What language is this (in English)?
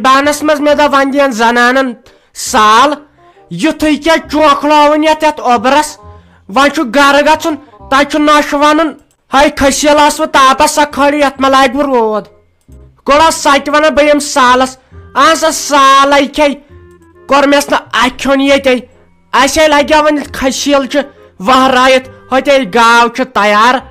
Kashmiri